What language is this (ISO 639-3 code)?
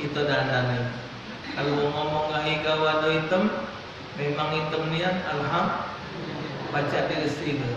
mui